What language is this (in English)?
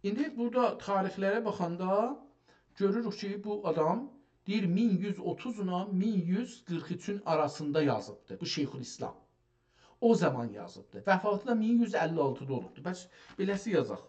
South Azerbaijani